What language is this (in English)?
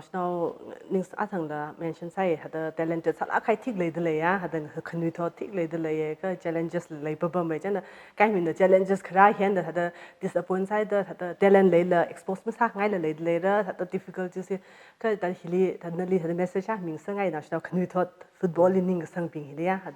Tangkhul Naga (India)